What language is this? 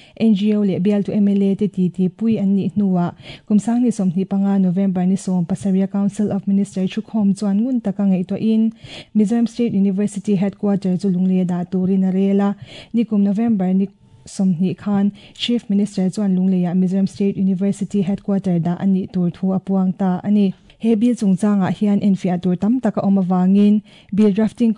Mizo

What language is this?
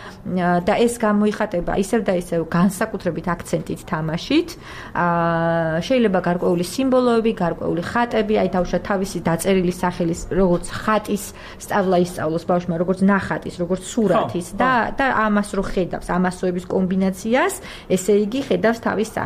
Georgian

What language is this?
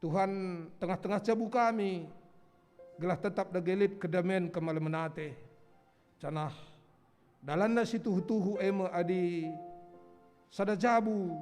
Batak Karo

